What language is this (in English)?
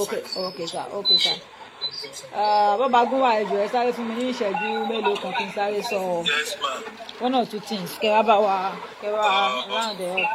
Yoruba